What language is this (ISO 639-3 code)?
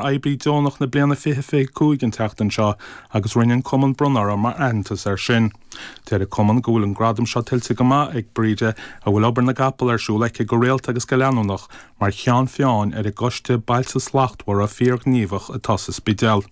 gle